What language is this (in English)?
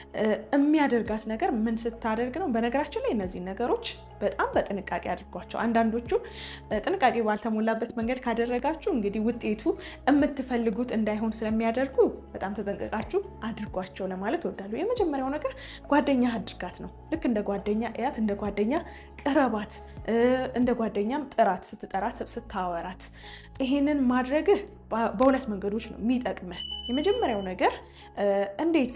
Amharic